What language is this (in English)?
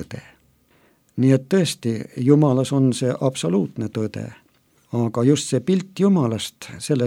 Estonian